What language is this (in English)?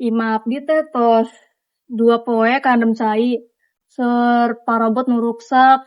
Sundanese